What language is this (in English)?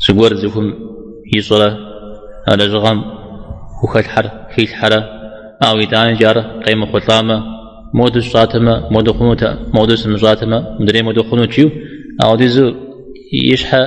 Kabardian